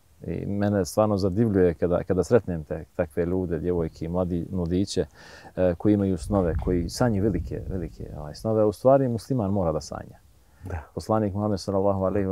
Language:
Bosnian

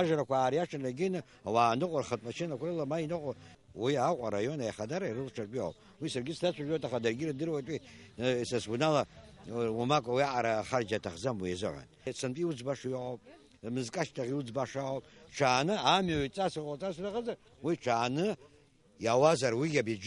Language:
Abkhazian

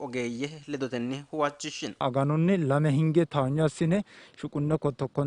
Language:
Sidamo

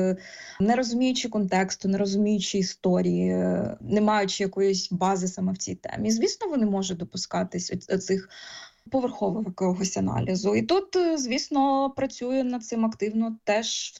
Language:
Ukrainian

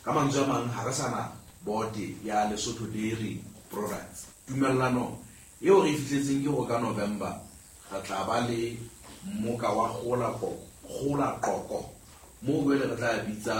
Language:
Southern Sotho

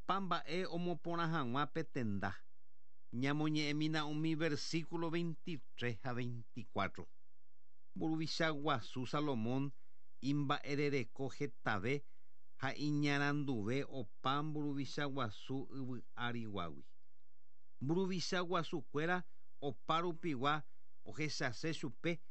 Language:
Guarani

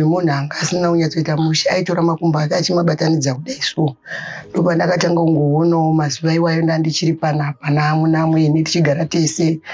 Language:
Shona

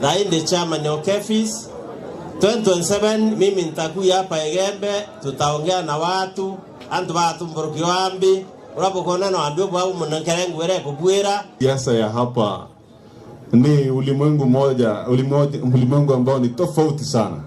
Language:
Meru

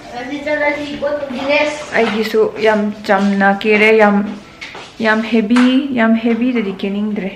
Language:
Manipuri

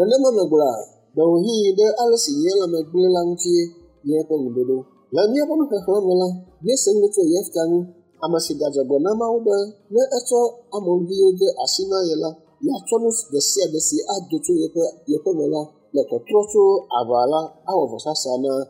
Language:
Ewe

